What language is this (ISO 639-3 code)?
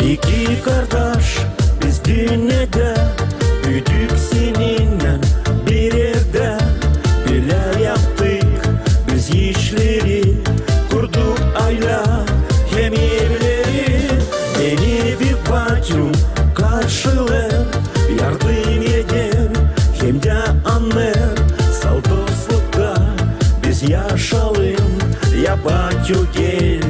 gag